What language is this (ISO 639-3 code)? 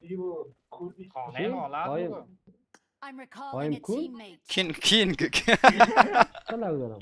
fas